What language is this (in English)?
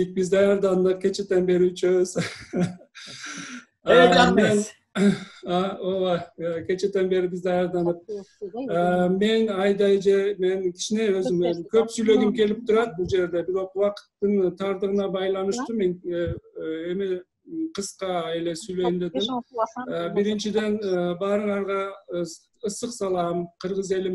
Kyrgyz